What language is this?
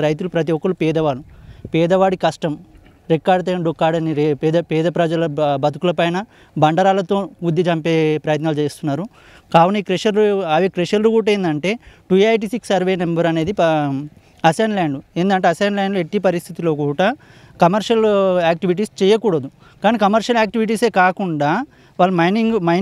Telugu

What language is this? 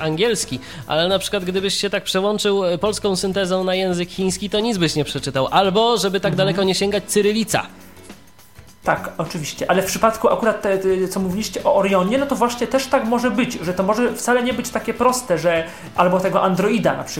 Polish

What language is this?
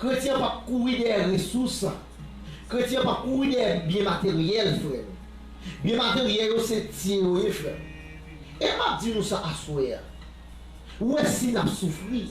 Haitian Creole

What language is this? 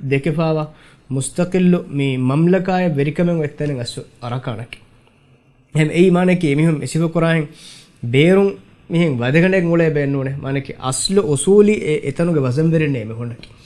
Divehi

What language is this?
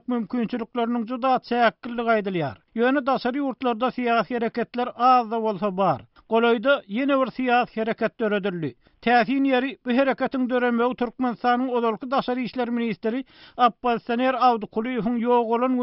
Turkmen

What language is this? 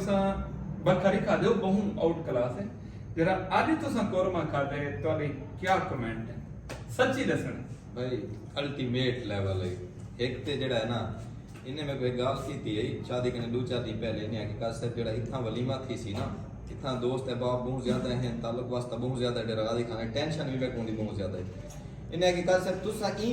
Saraiki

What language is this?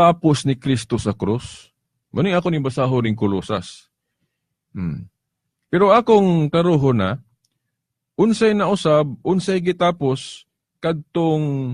Cebuano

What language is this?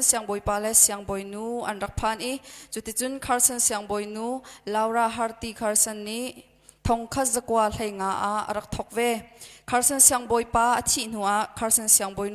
Hakha Chin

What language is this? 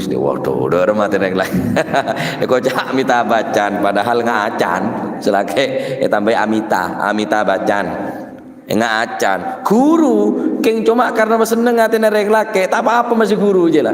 Madurese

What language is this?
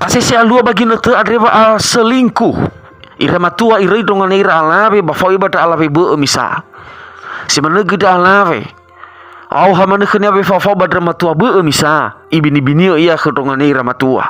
Nias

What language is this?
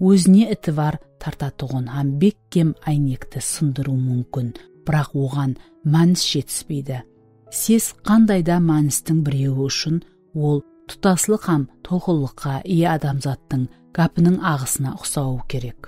Kara-Kalpak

